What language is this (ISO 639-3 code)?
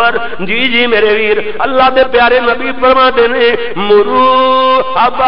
lah